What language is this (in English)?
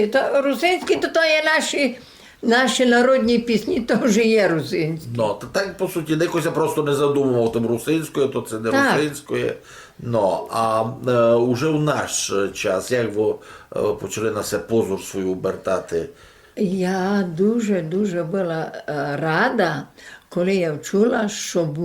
Rusyn